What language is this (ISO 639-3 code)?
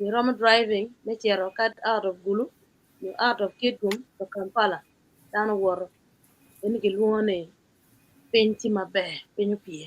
ach